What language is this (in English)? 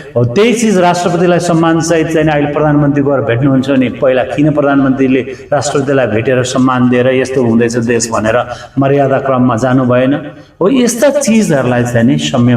Nepali